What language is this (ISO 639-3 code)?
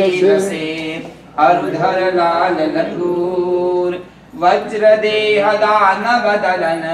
san